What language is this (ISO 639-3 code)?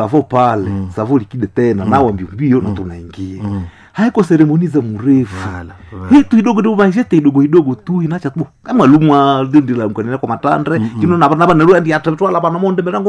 swa